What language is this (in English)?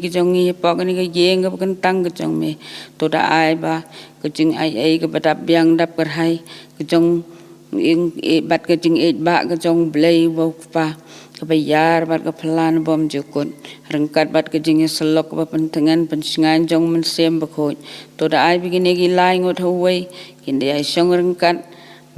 Khasi